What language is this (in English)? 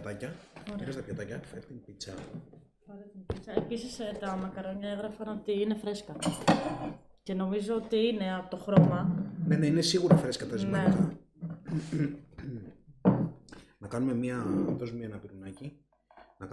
Greek